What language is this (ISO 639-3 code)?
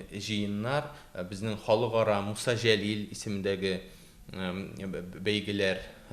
tat